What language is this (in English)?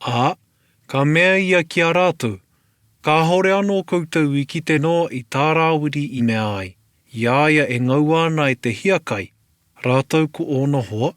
Māori